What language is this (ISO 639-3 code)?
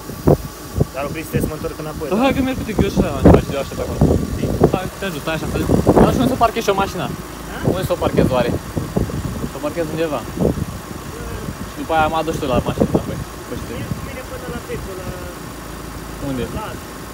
ron